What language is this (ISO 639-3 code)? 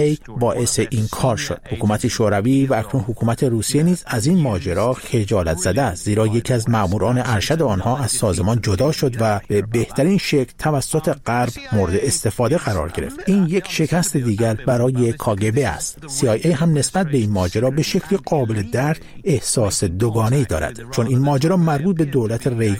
fas